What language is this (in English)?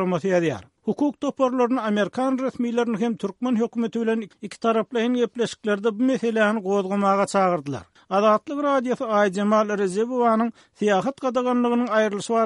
Turkmen